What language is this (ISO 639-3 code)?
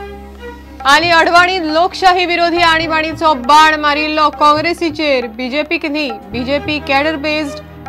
kok